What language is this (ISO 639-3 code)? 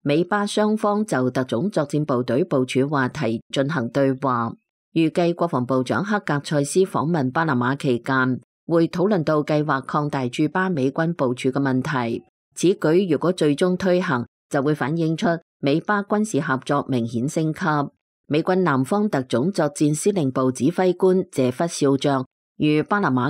yue